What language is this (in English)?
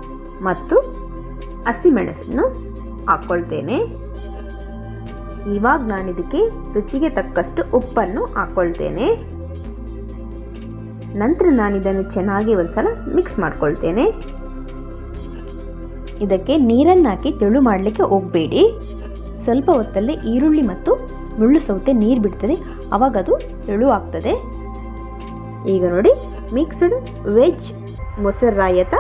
Kannada